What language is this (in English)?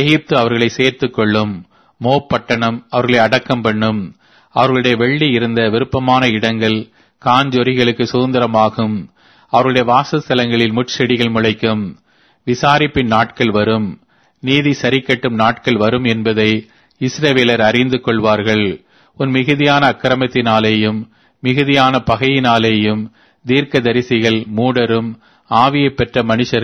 Tamil